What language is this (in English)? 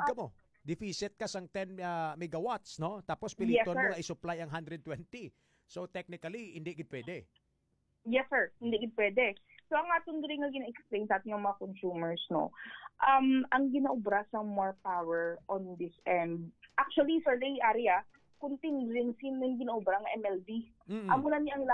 Hiligaynon